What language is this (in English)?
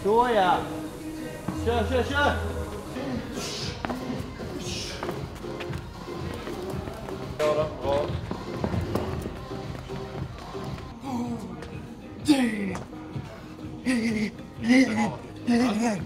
Swedish